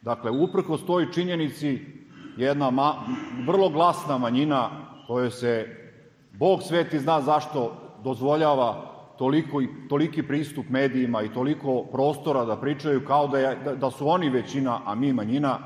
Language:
Serbian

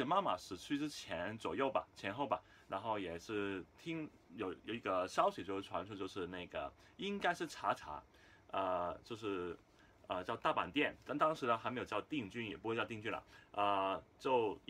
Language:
Chinese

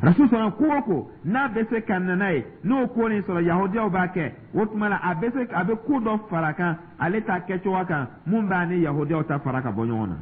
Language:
Dyula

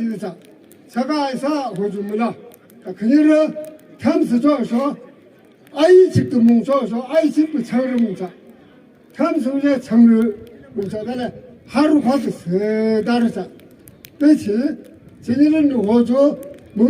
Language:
Yimchungru Naga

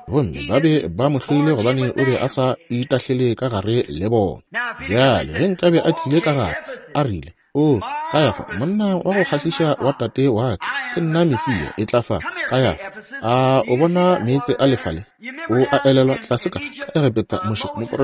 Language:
Northern Sotho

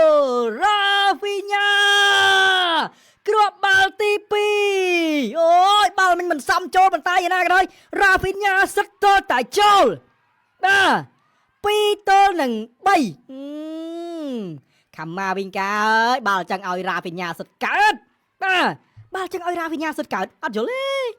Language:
Khmer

